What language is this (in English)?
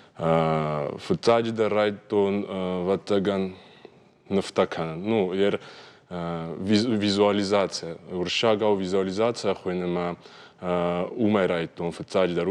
Ossetic